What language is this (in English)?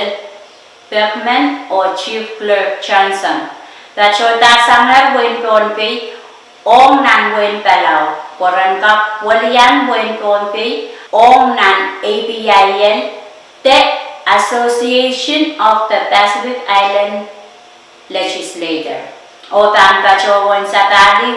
Pohnpeian